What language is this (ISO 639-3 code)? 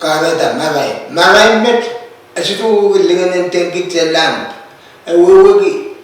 pon